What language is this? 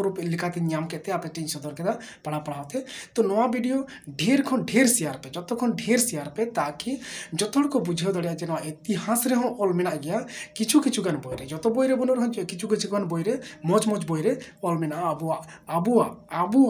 Santali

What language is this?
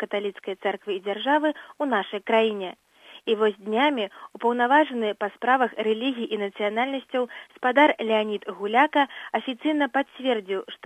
Belarusian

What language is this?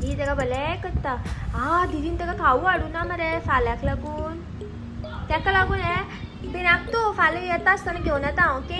Konkani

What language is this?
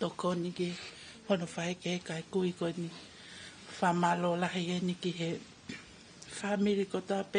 Tongan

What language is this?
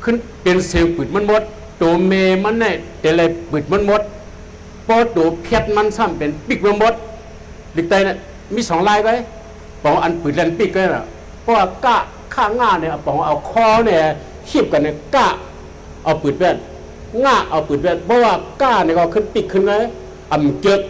Shan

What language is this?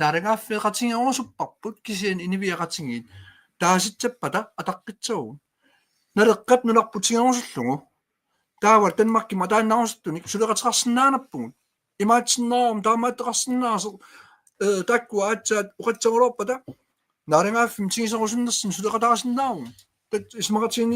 Kalaallisut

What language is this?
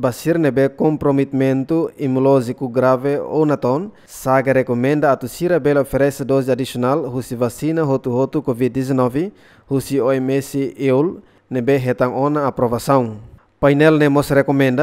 Tetum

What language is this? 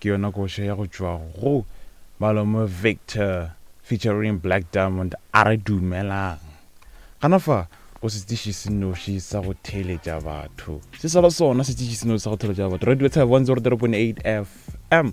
Northern Sotho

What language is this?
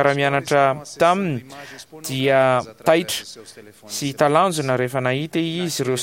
Malagasy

